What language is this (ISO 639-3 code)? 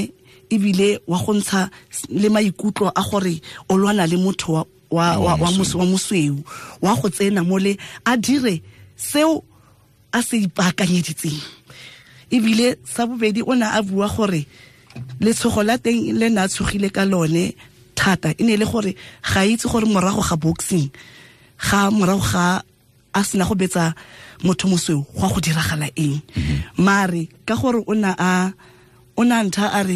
tsn